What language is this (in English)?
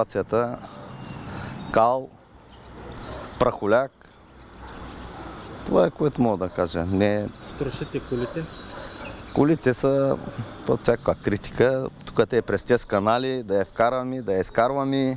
Bulgarian